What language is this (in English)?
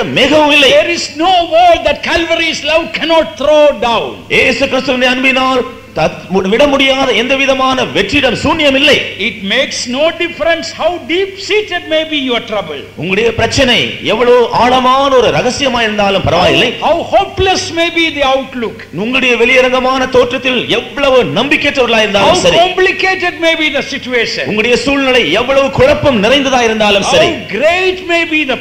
Tamil